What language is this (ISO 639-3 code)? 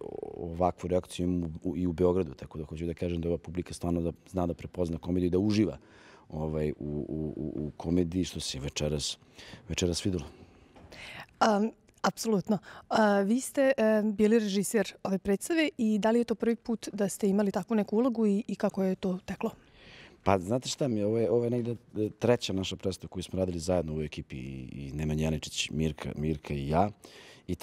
srp